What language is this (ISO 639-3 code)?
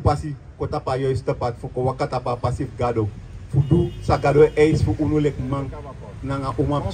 srn